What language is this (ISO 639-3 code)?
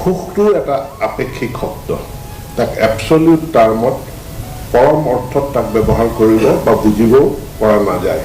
asm